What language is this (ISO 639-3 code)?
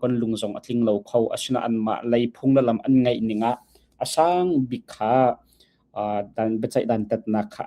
cnh